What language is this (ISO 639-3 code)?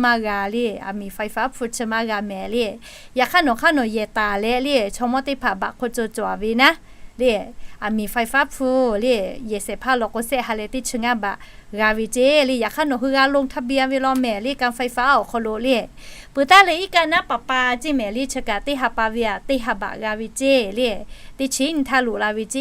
lhu